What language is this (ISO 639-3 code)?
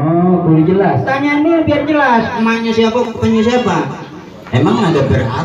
bew